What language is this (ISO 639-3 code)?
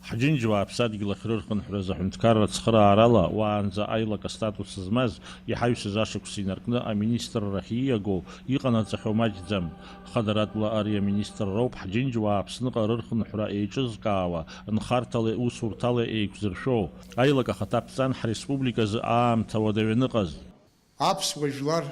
abk